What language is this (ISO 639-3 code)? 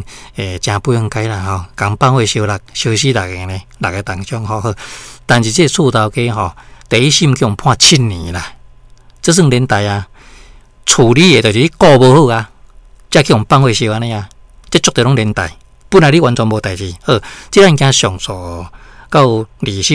nan